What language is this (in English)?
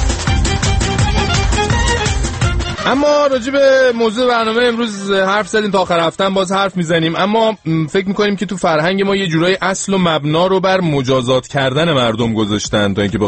Persian